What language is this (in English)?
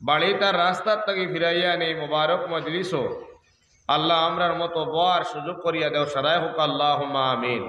Sylheti